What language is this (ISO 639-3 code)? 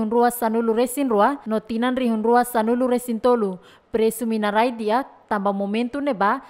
tet